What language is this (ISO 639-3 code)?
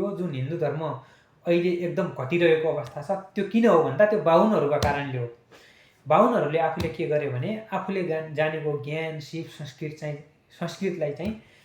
nep